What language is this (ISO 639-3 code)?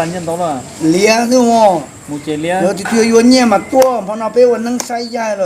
hmn